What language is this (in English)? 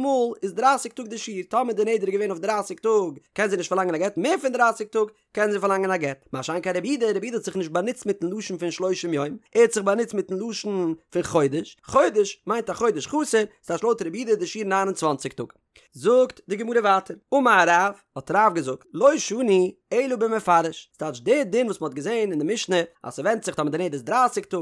Yiddish